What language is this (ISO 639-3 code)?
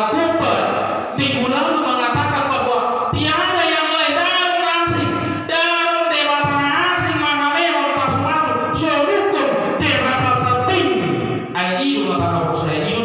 bbc